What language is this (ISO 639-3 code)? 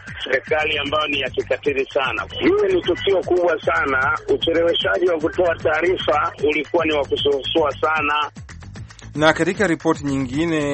swa